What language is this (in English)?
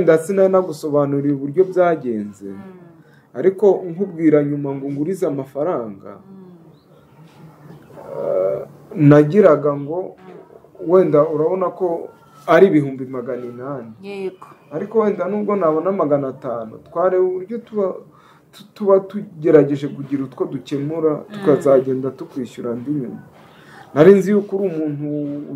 Kinyarwanda